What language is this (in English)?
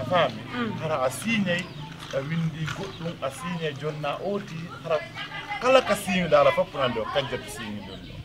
Pular